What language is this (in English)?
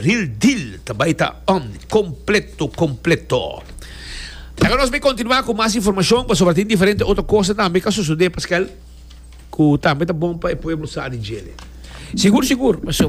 Papiamento